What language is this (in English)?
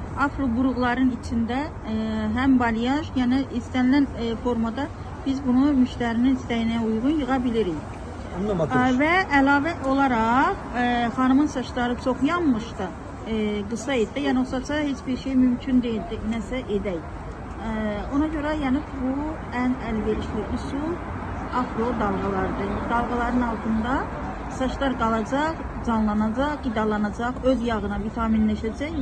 Azerbaijani